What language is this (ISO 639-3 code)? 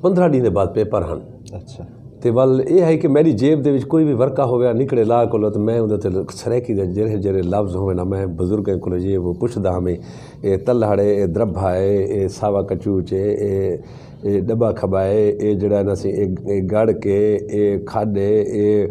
skr